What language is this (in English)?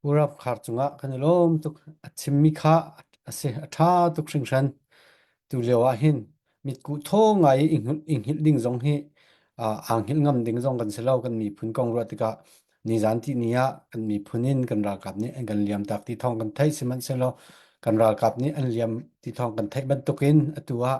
Falam Chin